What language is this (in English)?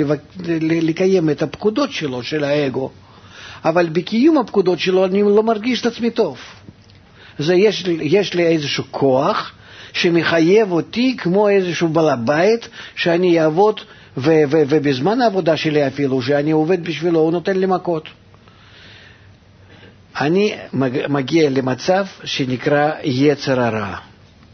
Hebrew